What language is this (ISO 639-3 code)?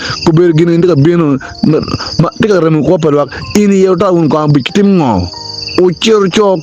ach